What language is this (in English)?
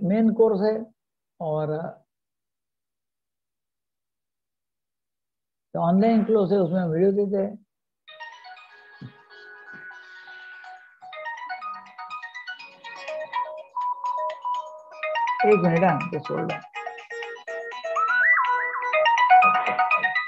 Hindi